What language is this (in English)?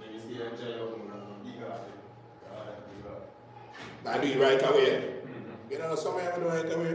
Jamaican Creole English